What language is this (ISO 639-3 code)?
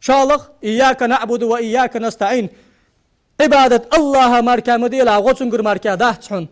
inh